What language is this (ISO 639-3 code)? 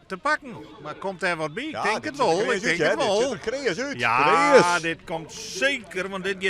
fry